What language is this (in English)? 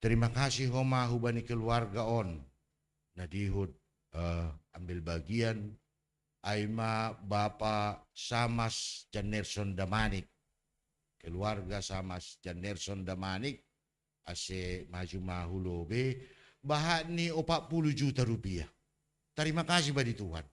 Batak Simalungun